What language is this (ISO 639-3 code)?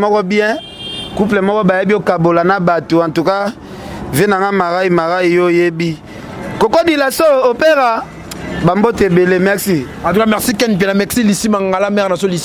lin